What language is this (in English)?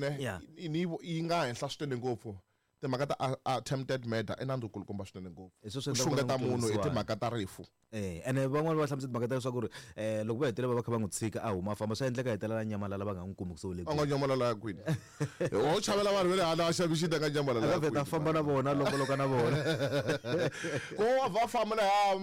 Tsonga